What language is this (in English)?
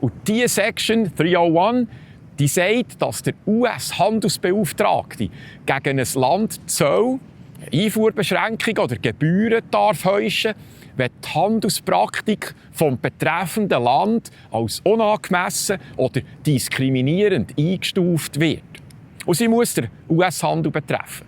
Swiss German